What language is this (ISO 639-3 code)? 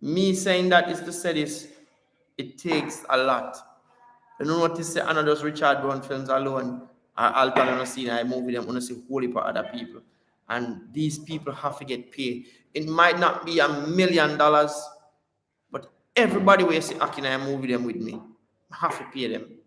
jam